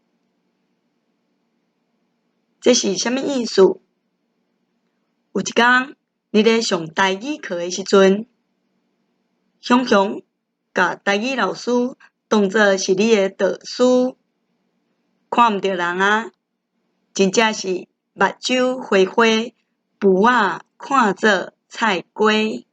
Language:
Min Nan Chinese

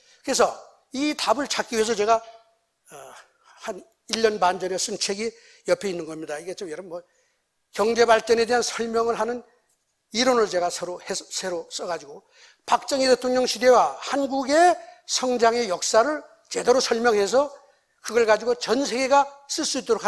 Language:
Korean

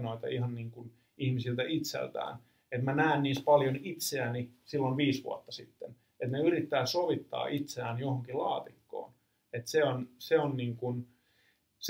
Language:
Finnish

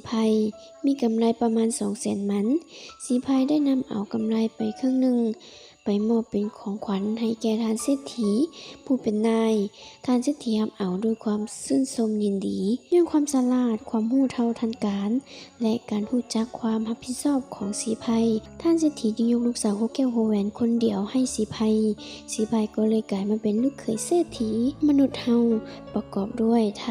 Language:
Lao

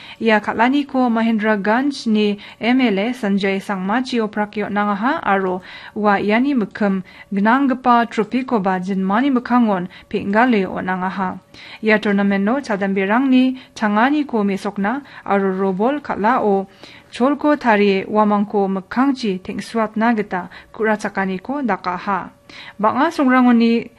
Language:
Garo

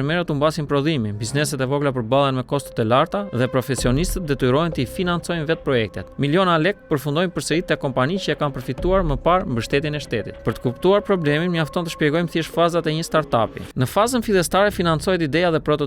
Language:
Albanian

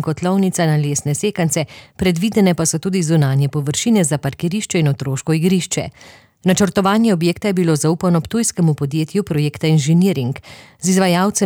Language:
Slovenian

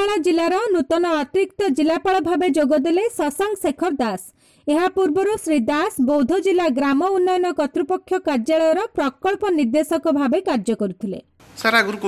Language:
Odia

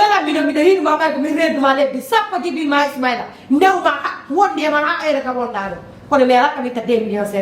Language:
Fula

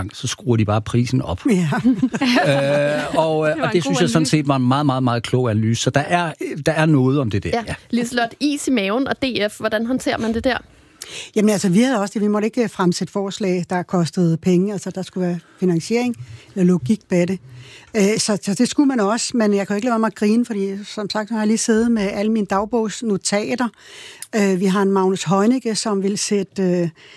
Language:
Danish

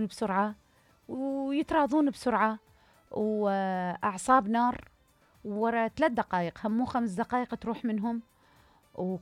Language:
Mesopotamian Arabic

